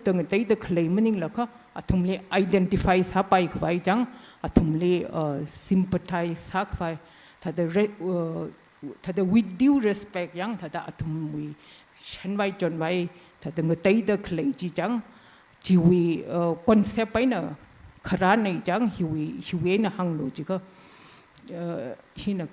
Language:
Tangkhul Naga (India)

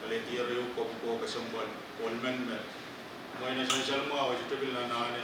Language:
Pohnpeian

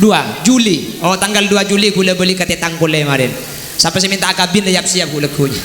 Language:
Madurese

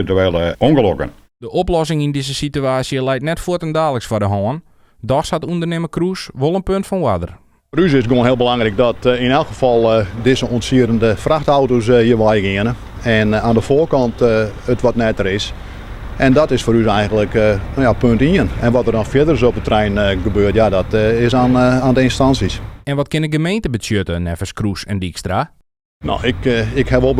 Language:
Western Frisian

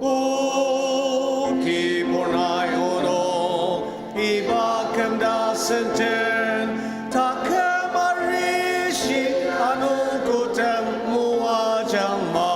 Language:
Ao Naga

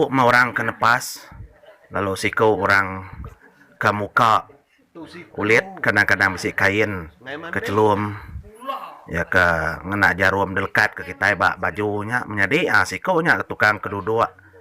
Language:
Iban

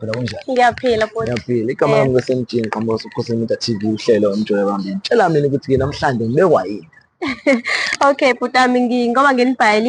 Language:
Zulu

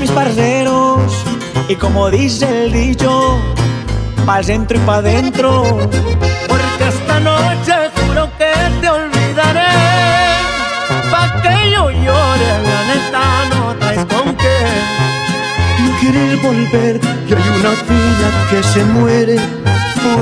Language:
Spanish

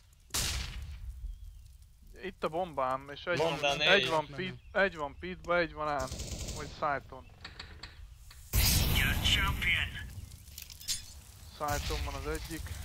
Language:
Hungarian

